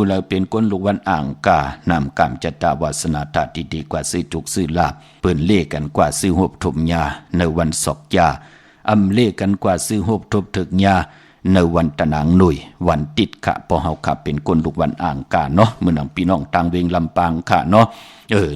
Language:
Shan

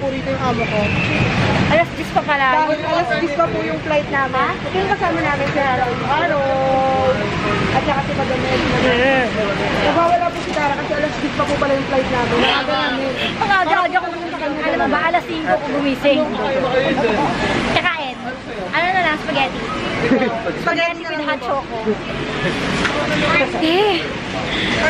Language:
Filipino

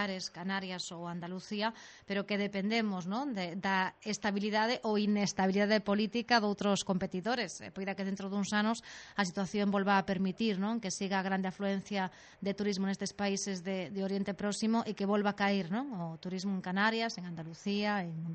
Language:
Galician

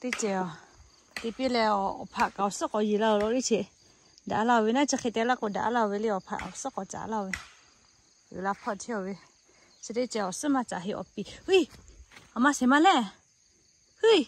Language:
Lahu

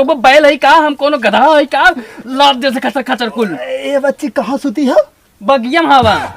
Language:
Awadhi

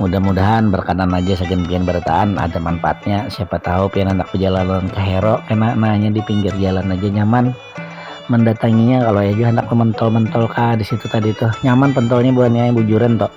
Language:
Banjar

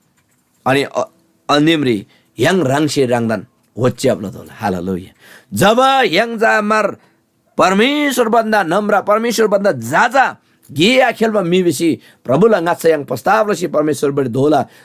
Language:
Eastern Tamang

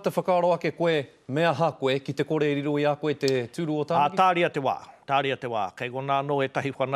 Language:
Māori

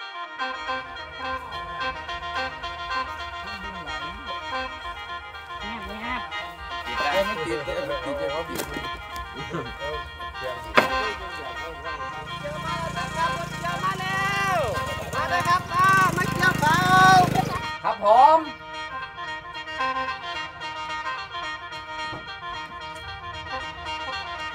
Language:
Thai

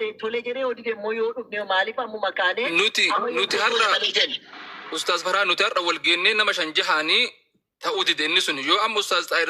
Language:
Oromo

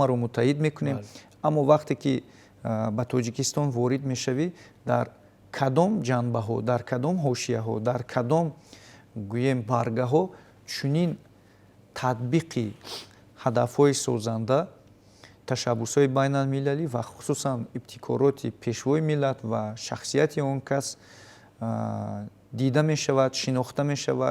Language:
Tajik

